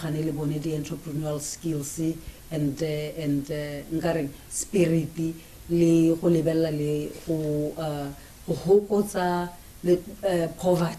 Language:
Tswana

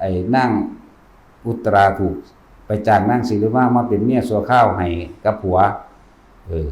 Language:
Northeastern Thai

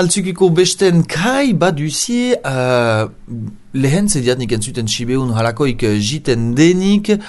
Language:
Basque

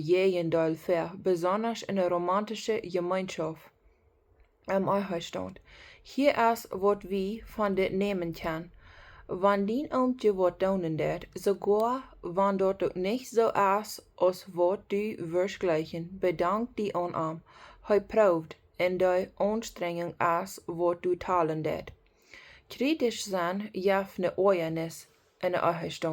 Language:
Plautdietsch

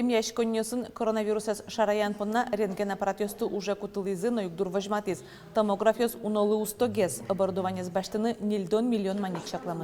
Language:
Udmurt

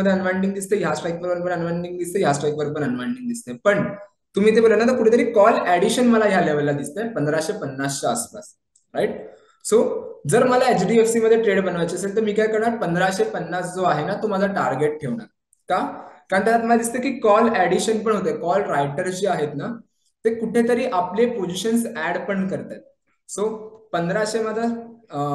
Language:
Marathi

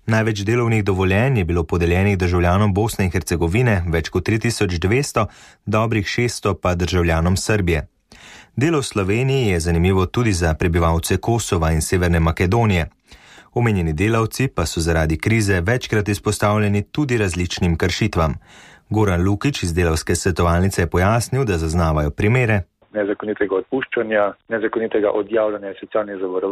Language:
Slovenian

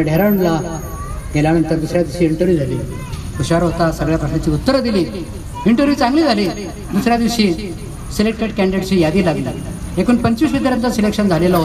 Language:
Marathi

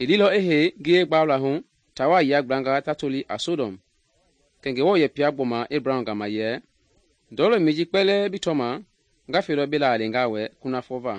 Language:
Mende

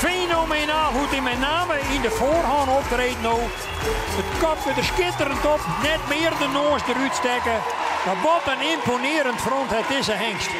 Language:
Western Frisian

